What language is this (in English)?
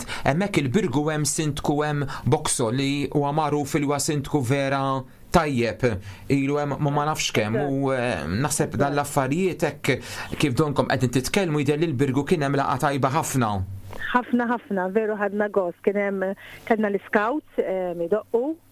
Maltese